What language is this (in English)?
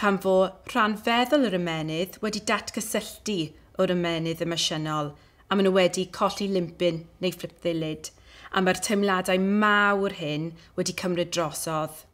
Welsh